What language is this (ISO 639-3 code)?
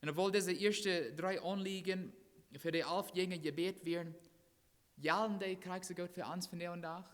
pdt